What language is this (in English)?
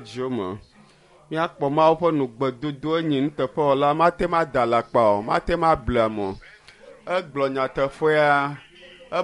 Ewe